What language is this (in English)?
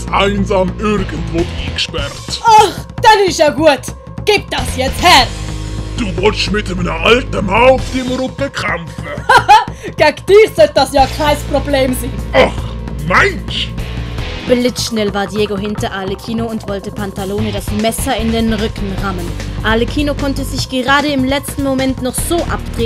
Swiss German